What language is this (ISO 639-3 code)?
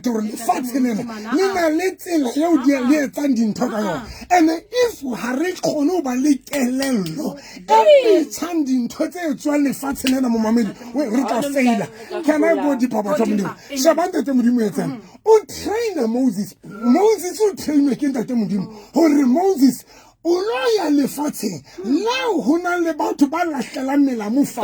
sot